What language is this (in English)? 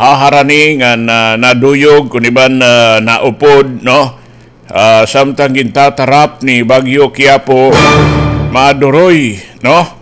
Waray